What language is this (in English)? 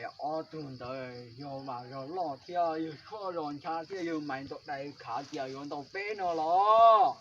Hmong